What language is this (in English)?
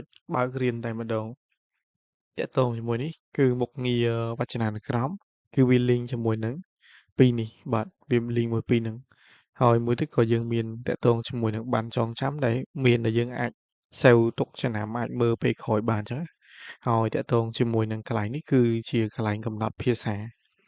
Khmer